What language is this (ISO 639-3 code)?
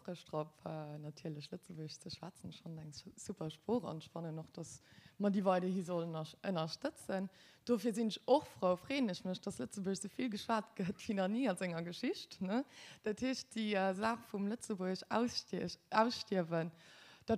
ltz